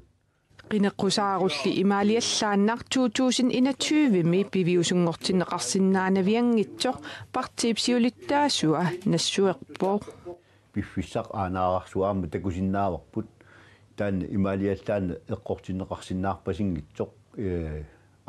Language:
Kalaallisut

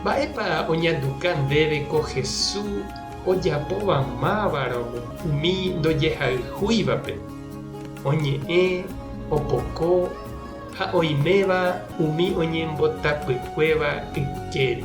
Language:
Guarani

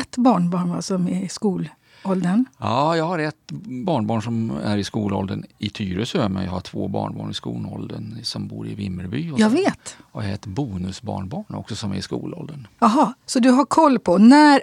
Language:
Swedish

